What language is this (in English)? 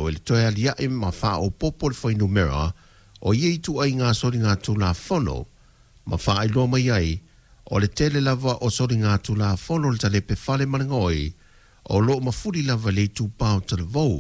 Samoan